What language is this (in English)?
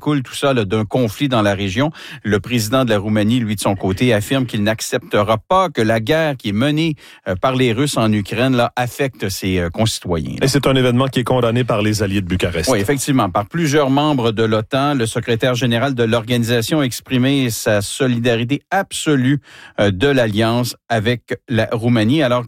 French